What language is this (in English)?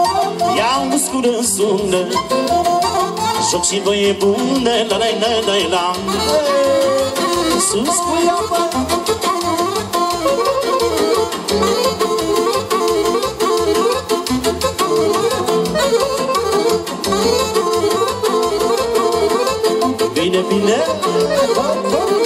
Romanian